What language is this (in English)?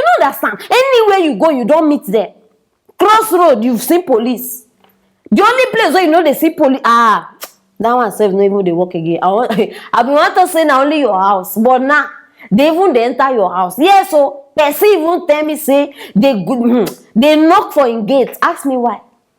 Nigerian Pidgin